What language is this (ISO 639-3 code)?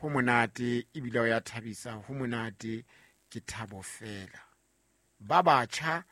sot